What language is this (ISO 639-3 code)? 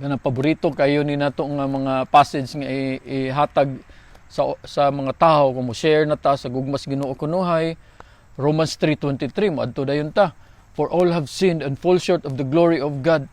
ceb